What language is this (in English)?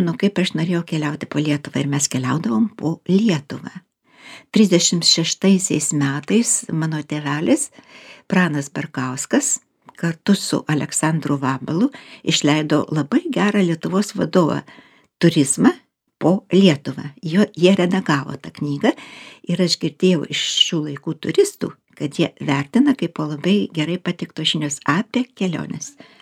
Lithuanian